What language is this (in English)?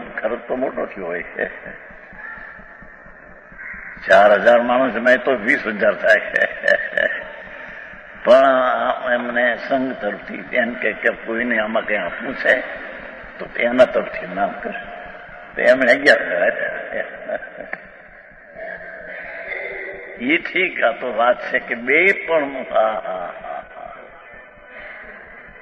Gujarati